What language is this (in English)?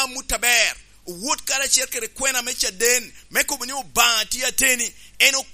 Lango (Uganda)